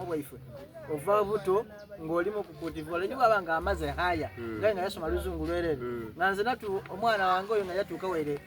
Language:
Soga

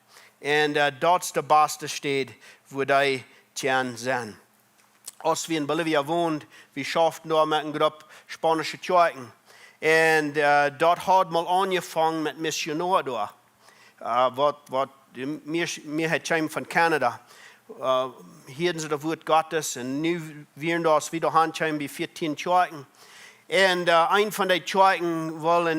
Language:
Plautdietsch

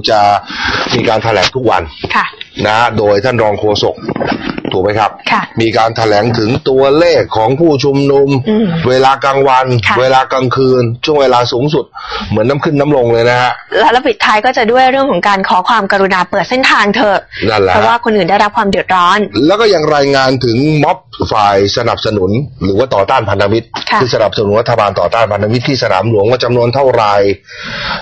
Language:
Thai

